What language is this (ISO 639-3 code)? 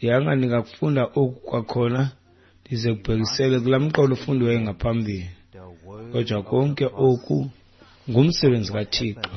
xho